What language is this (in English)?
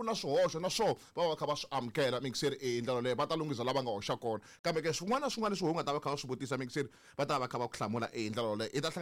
Tsonga